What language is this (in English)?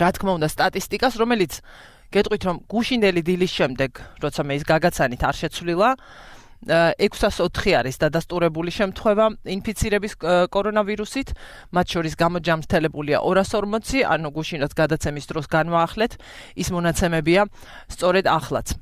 Georgian